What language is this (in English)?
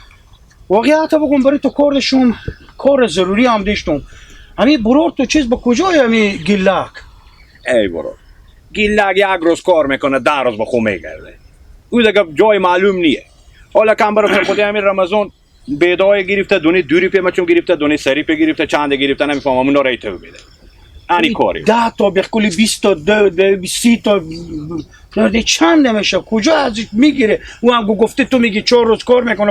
Hazaragi